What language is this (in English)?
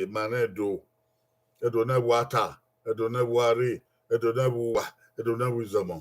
Bini